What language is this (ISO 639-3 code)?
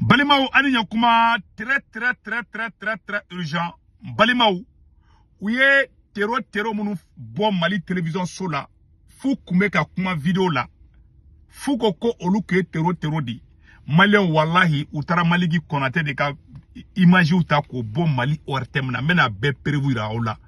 bam